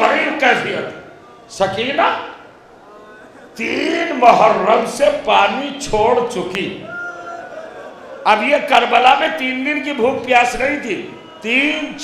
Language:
Urdu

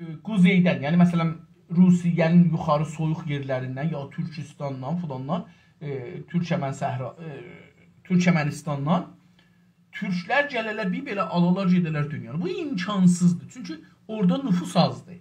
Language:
South Azerbaijani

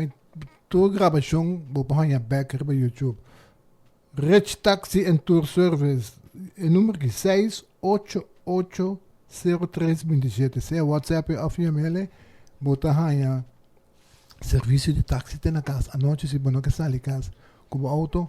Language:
Papiamento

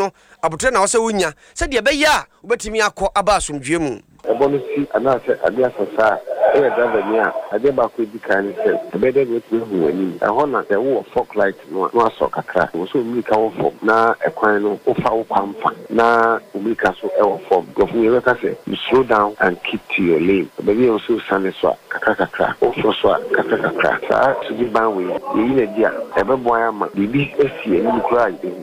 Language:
Akan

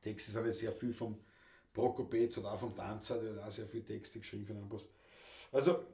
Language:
Bavarian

